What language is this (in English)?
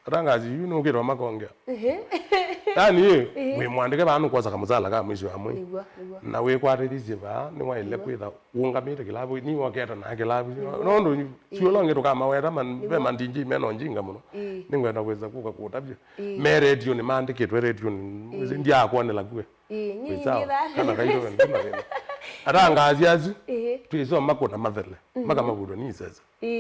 Kamba